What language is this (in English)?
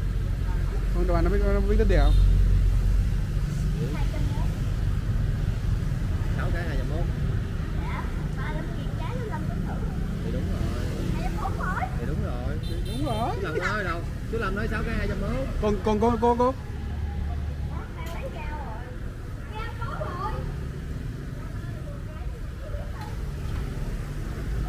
Vietnamese